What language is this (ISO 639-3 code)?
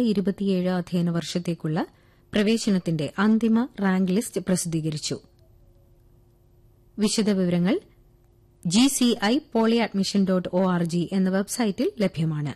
mal